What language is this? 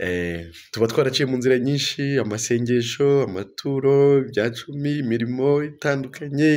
Kinyarwanda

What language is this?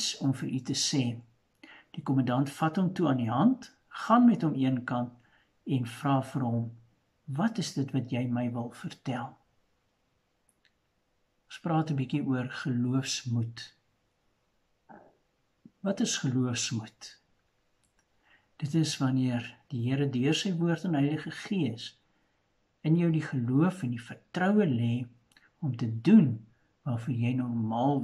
Afrikaans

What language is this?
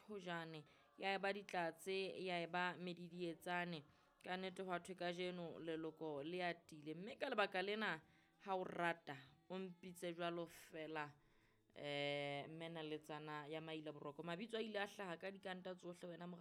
Southern Sotho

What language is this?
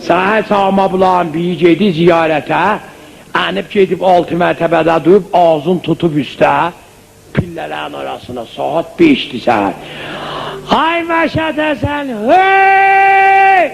South Azerbaijani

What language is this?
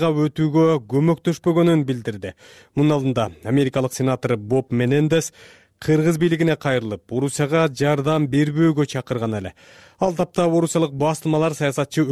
Kyrgyz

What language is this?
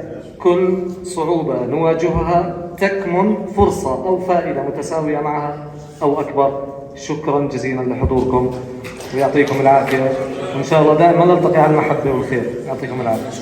North Levantine Arabic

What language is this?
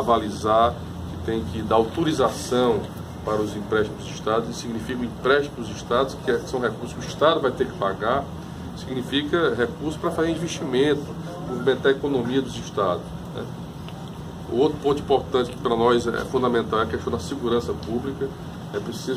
Portuguese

